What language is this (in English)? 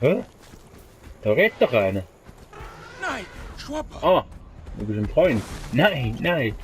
Swiss German